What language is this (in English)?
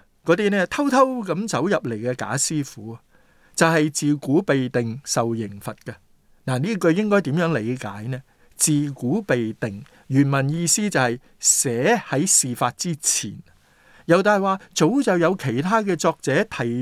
Cantonese